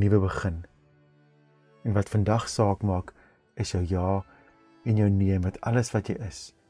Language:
Afrikaans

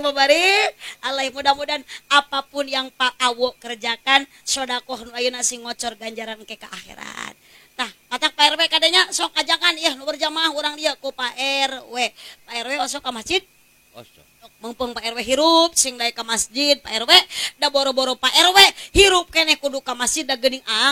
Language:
Sundanese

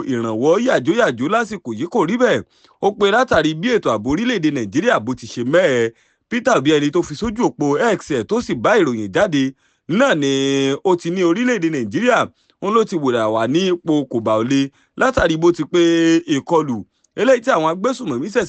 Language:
Yoruba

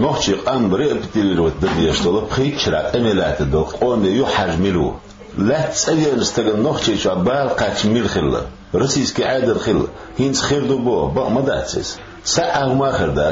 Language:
Chechen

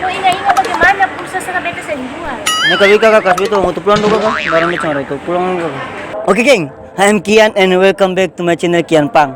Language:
Ambonese Malay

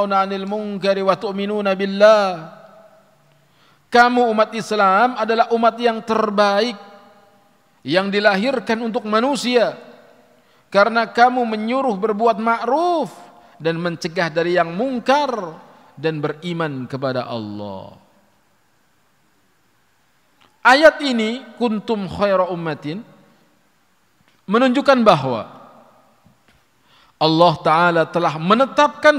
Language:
Indonesian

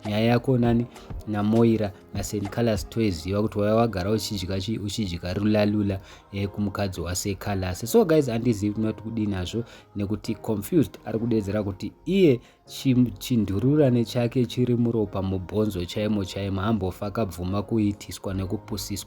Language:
Shona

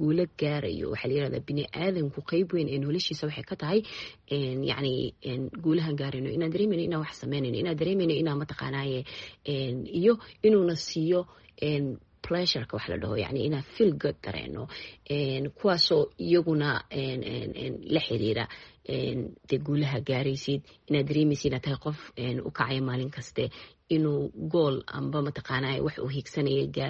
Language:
Somali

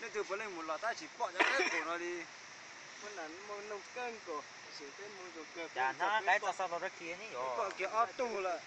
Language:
Hmong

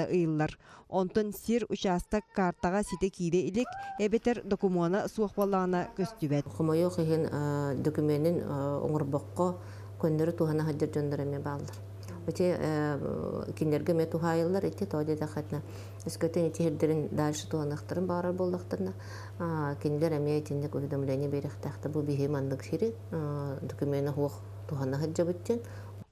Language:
Yakut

